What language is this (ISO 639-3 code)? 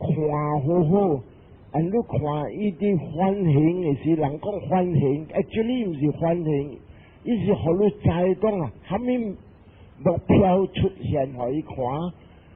nan